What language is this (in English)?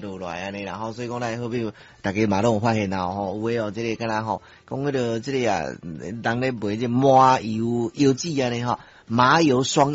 Min Nan Chinese